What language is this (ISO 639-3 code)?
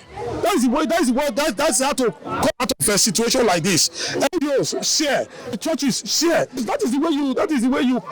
pcm